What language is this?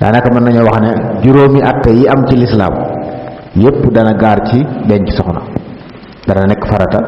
Wolof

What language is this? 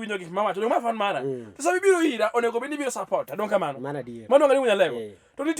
Luo (Kenya and Tanzania)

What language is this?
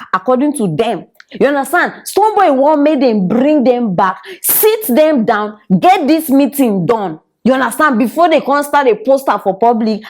Nigerian Pidgin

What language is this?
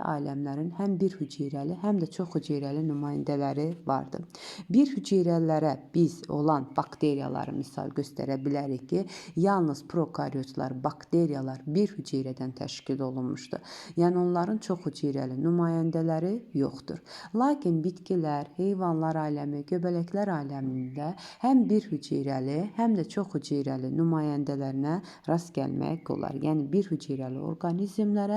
Azerbaijani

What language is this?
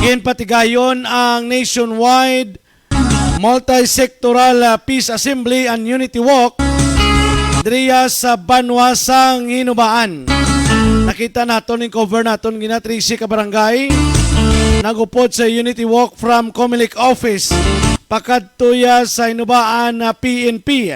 Hiligaynon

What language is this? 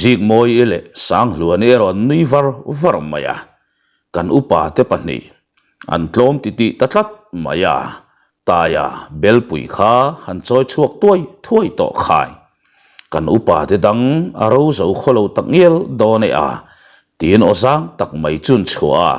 Mizo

